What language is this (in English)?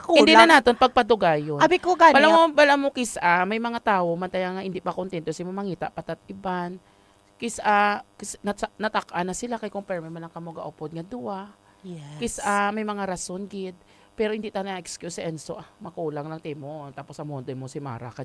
Hiligaynon